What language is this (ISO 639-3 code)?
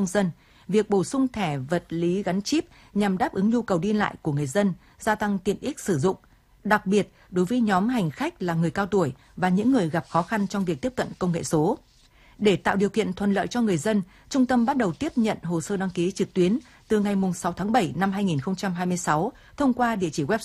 vie